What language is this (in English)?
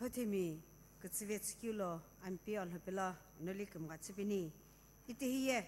Sumi Naga